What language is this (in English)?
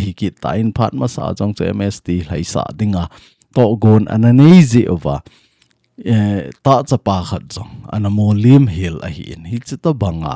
Thado Chin